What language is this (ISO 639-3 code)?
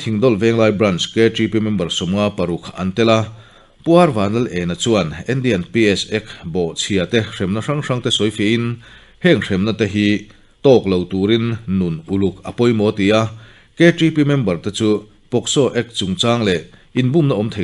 lus